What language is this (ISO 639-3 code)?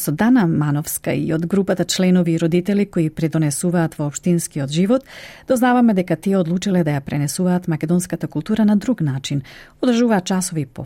mkd